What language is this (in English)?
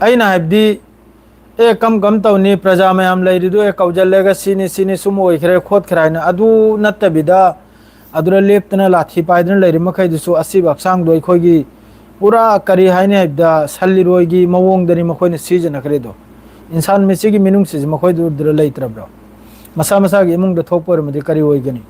Manipuri